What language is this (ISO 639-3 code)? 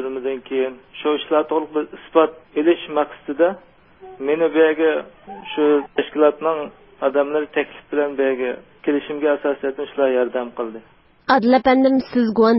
uig